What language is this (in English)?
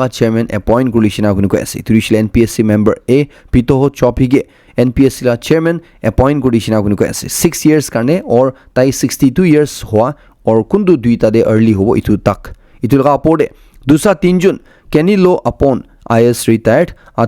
Naga Pidgin